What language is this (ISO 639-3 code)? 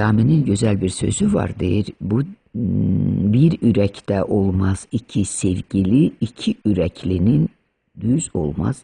aze